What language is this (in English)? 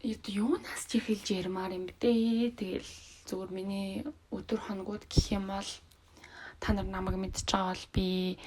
Mongolian